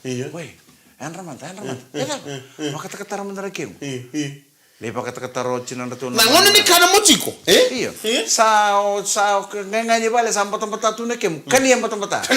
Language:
Fijian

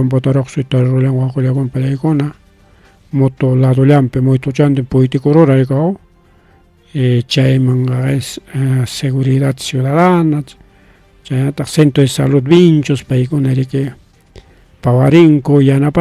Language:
Ayacucho Quechua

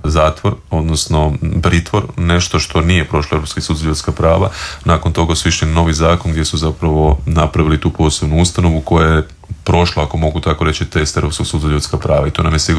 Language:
Croatian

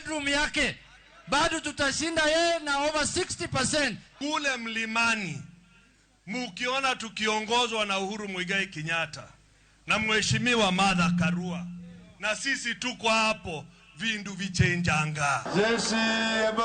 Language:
Luo (Kenya and Tanzania)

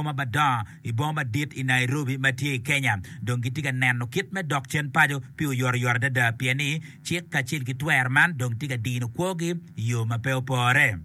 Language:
Acoli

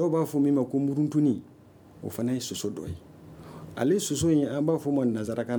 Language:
Bambara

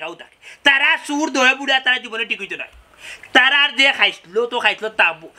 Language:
Sylheti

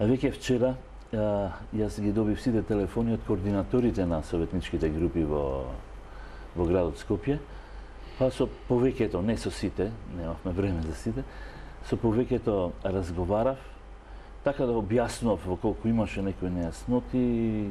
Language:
Macedonian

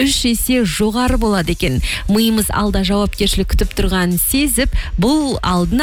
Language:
Kazakh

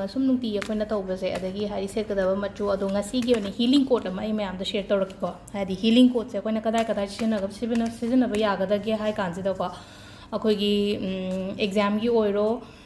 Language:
Manipuri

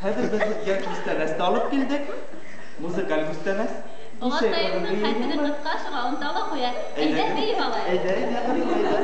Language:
Bashkir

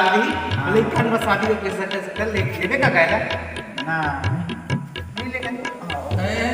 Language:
Chhattisgarhi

